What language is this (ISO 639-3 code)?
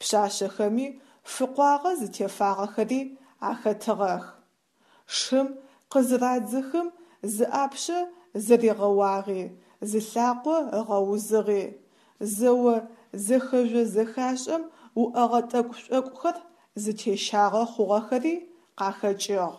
ady